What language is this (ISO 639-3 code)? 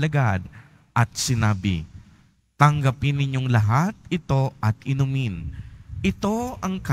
fil